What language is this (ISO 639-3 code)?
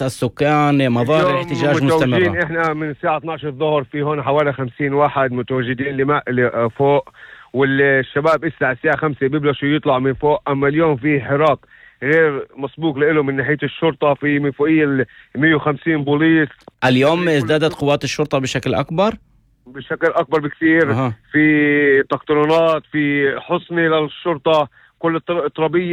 apc